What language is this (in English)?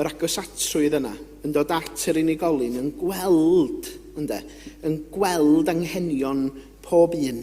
Welsh